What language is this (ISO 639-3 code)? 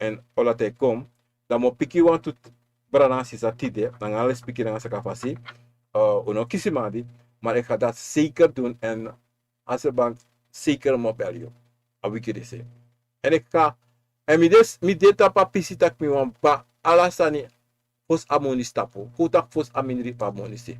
srn